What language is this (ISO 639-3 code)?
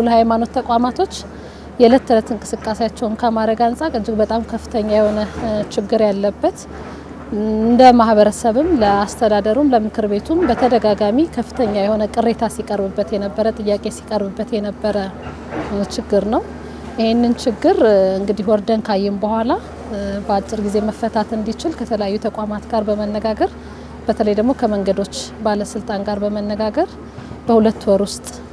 amh